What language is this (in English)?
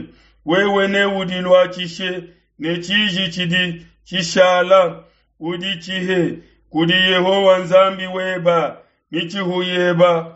Luba-Lulua